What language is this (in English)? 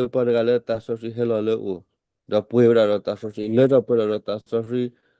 S'gaw Karen